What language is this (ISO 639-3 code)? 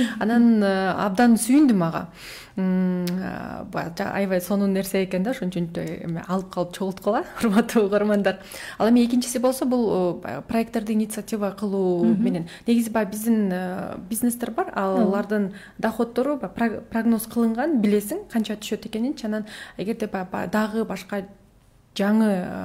kir